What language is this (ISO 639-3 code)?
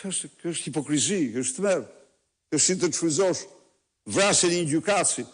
sqi